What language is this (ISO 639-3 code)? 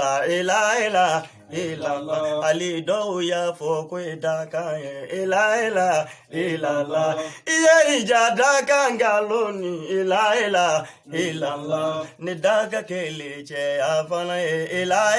bam